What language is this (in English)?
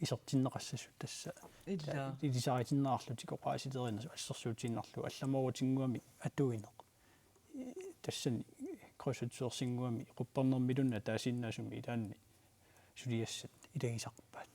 Kalaallisut